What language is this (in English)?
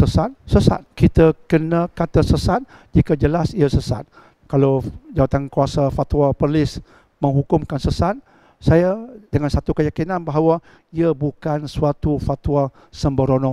Malay